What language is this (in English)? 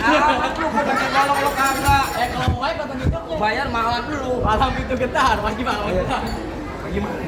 Betawi